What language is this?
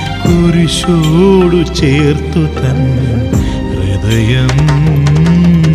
Malayalam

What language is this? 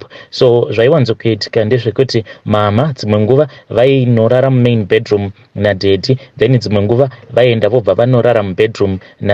Shona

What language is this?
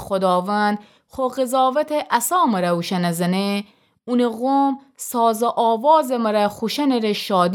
Gilaki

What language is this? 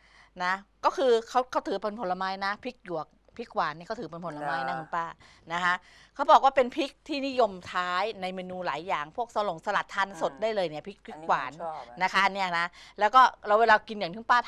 Thai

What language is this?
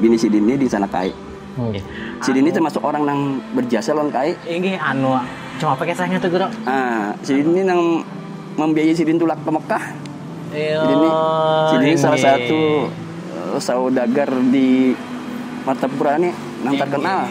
Banjar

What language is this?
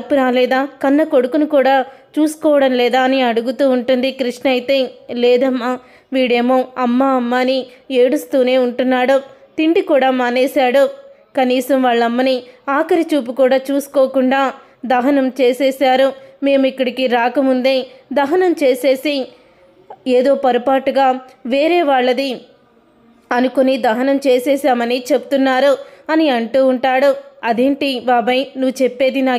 Telugu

